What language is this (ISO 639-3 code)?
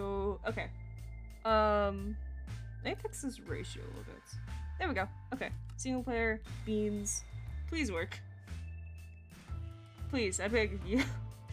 eng